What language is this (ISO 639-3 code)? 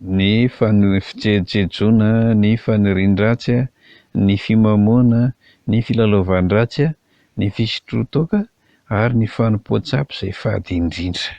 mlg